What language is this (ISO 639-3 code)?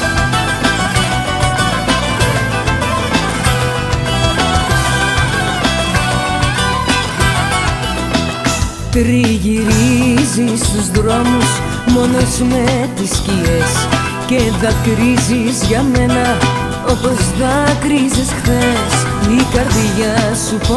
ell